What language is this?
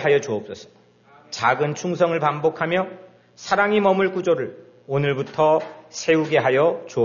Korean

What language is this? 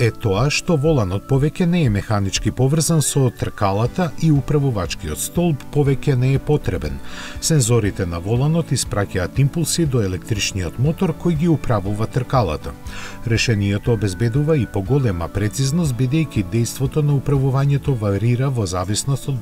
Macedonian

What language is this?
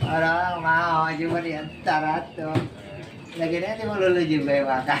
Betawi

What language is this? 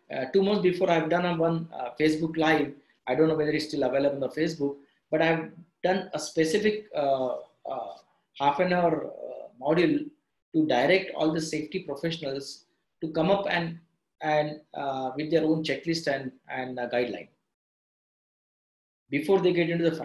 English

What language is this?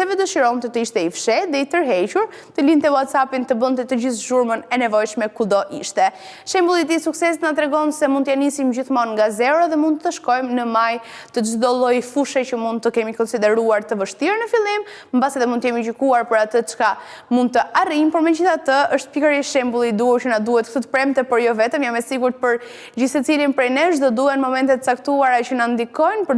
Albanian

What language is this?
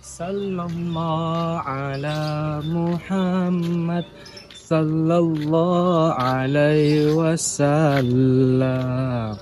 Minangkabau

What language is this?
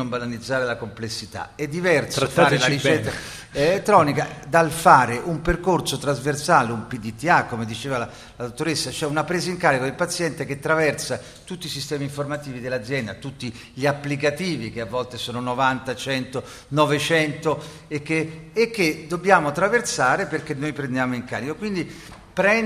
Italian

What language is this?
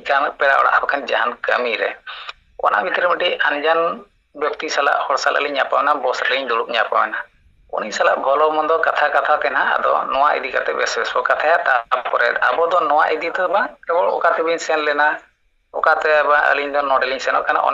Santali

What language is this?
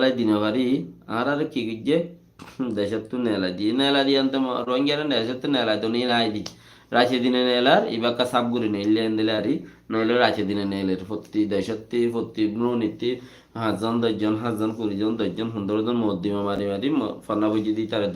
Rohingya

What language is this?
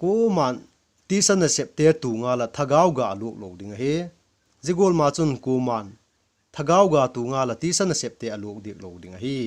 Vaiphei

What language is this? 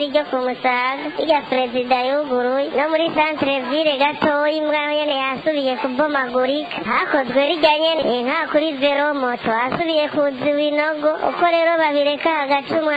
Rundi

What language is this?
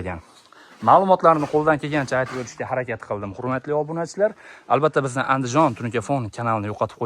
Uzbek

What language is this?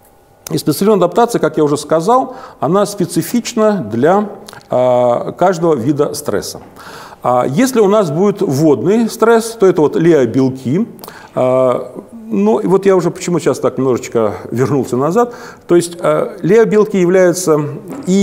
Russian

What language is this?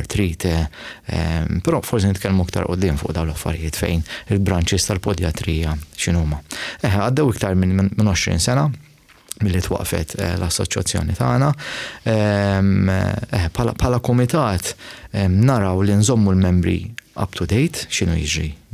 Maltese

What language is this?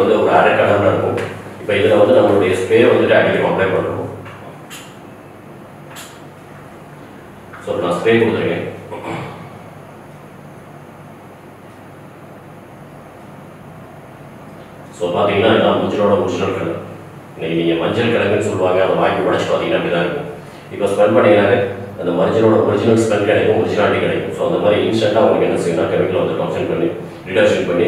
Tamil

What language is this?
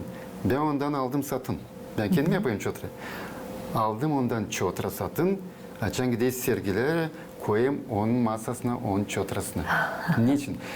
Gagauz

